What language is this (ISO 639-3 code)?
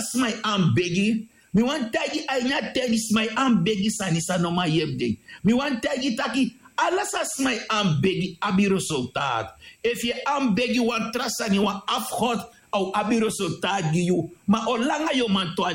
srn